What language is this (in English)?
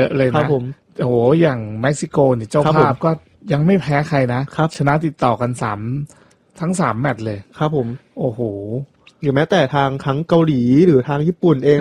Thai